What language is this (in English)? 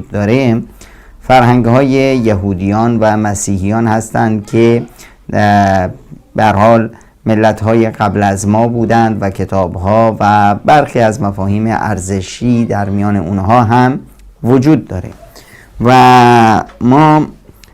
Persian